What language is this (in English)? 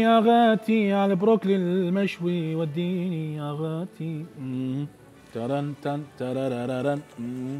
Mesopotamian Arabic